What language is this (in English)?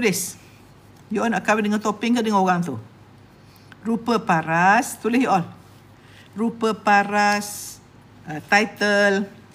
Malay